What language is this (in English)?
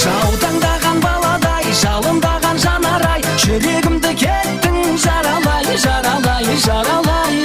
Kara-Kalpak